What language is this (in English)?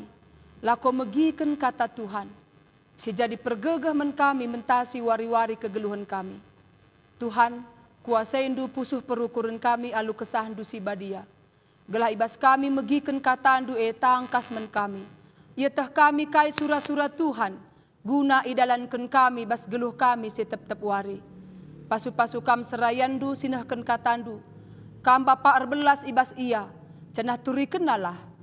Batak Karo